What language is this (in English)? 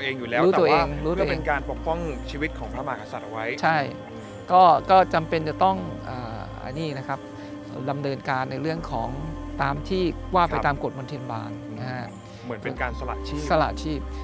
Thai